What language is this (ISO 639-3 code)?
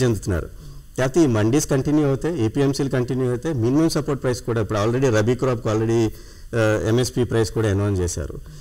tel